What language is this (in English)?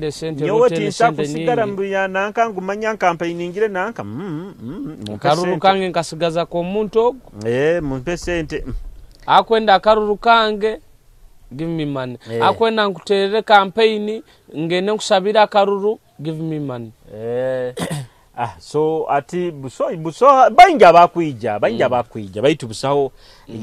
Nyoro